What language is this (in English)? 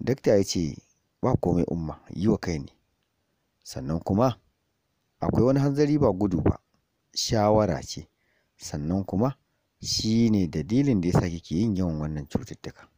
Hausa